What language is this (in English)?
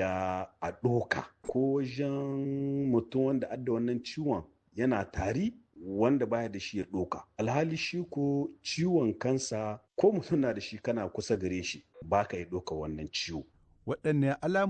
Hausa